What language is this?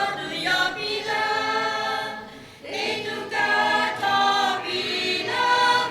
Lahu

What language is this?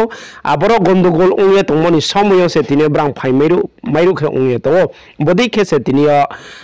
Riang (India)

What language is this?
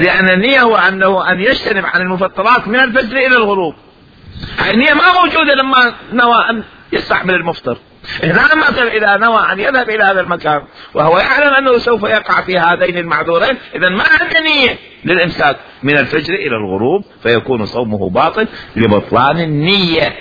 Mesopotamian Arabic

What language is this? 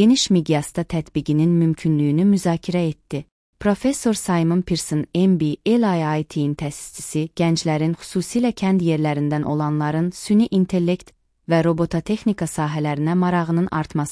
Azerbaijani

